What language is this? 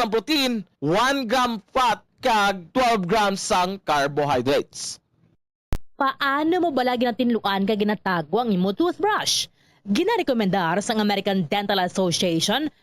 Hiligaynon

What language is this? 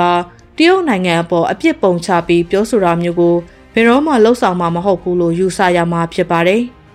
Burmese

